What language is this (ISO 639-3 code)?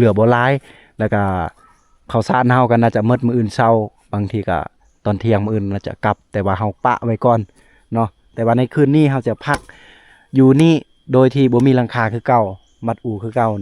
lao